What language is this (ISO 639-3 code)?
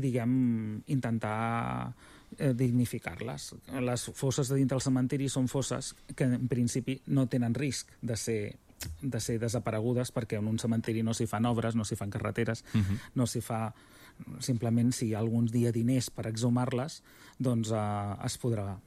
cat